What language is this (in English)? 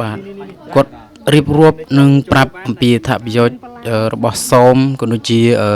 Khmer